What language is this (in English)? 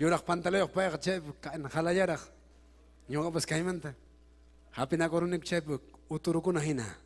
Ayacucho Quechua